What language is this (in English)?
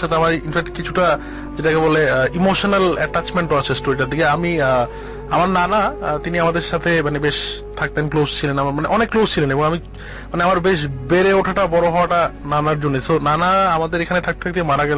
Bangla